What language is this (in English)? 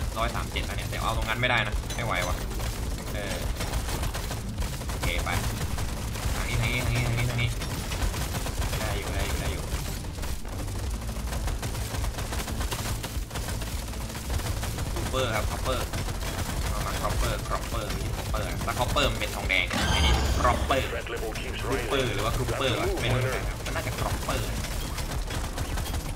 Thai